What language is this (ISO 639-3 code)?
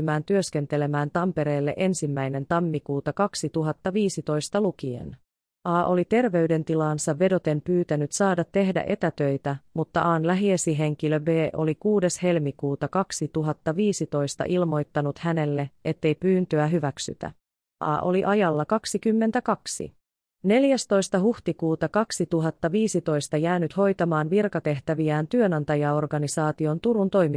fin